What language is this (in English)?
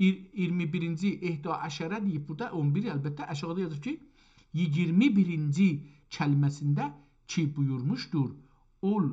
South Azerbaijani